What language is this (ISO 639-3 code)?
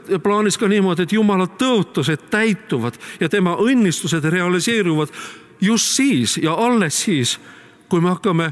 est